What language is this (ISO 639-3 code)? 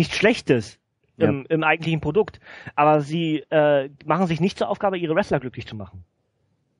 deu